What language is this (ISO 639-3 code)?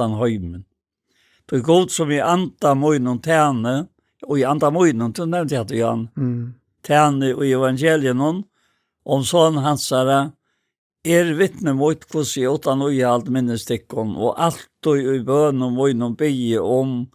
fao